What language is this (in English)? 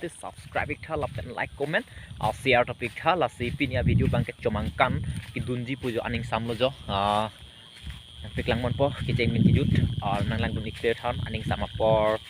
Karbi